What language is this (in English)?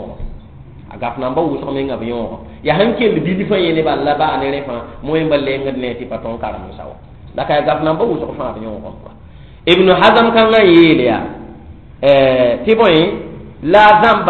Mossi